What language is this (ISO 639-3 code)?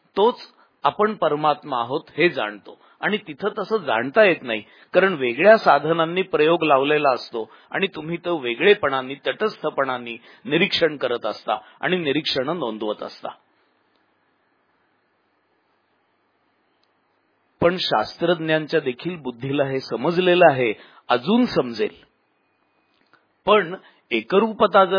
mar